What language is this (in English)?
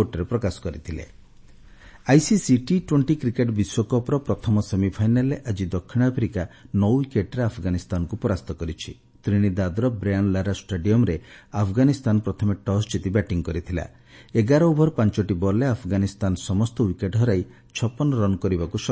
Odia